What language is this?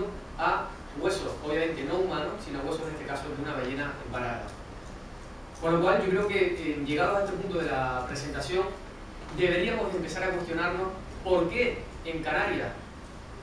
Spanish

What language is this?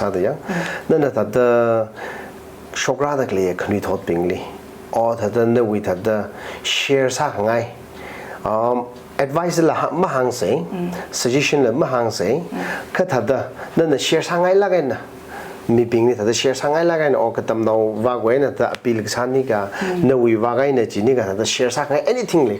Tangkhul Naga (India)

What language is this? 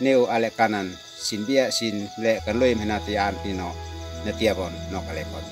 Uab Meto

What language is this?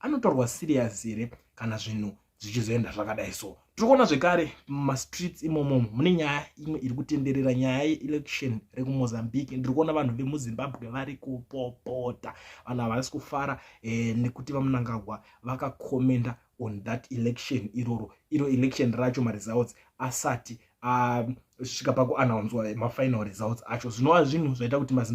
Shona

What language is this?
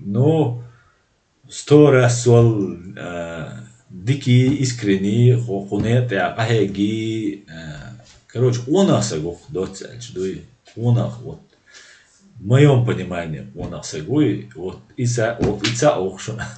Chechen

